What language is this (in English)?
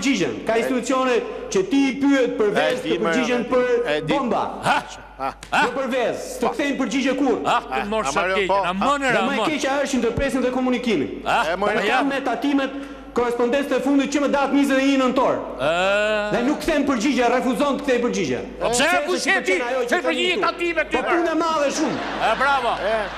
Albanian